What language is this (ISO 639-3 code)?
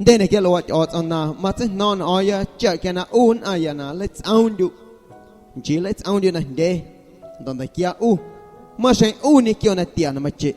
amu